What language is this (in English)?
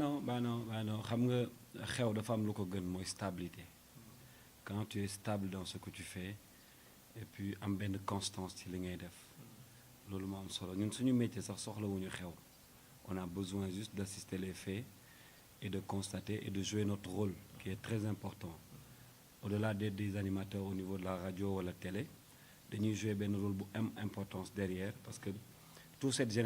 Wolof